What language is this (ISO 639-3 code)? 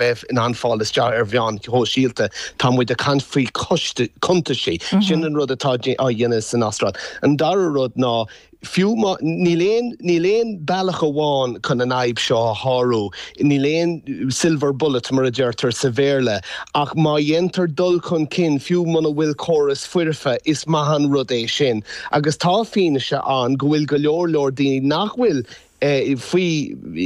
gle